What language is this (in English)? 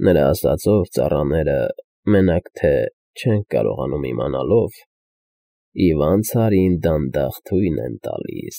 Armenian